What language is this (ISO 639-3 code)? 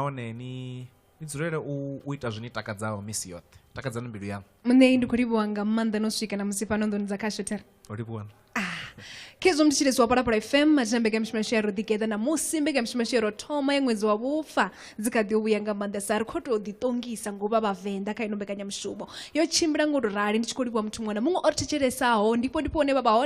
ven